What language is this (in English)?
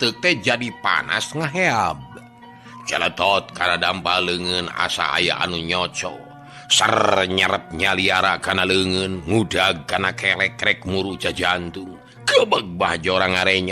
Sundanese